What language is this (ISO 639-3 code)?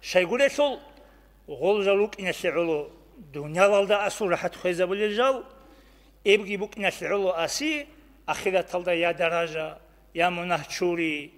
ava